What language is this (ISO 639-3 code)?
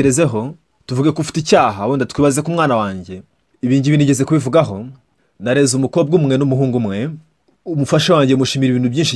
kin